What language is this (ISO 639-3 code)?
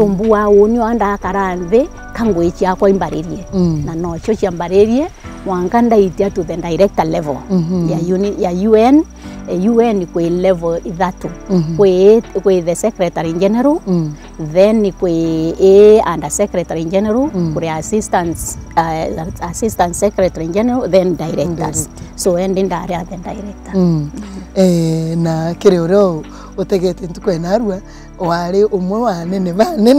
mer